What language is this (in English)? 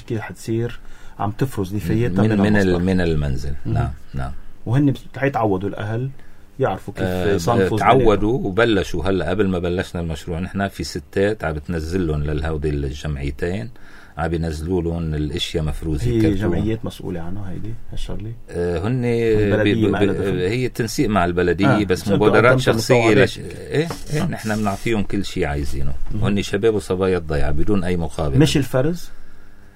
North Levantine Arabic